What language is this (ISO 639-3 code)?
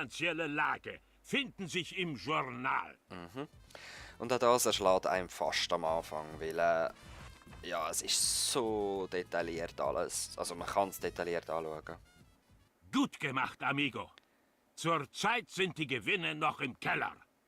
gsw